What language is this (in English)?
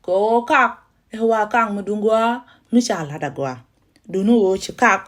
Nuer